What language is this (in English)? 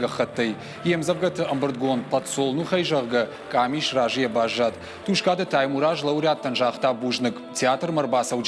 Ossetic